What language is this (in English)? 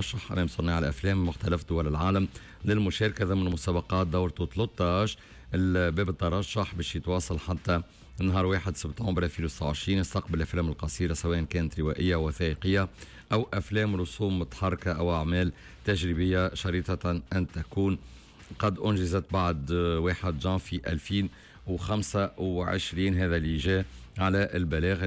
Tunisian Arabic